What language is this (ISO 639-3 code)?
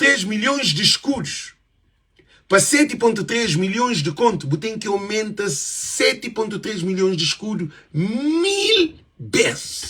kea